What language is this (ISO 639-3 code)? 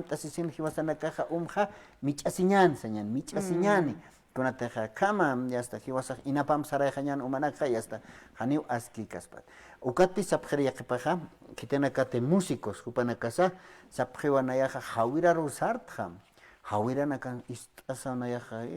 aym